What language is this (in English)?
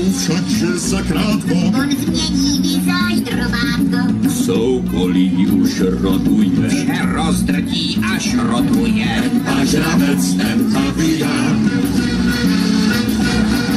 Czech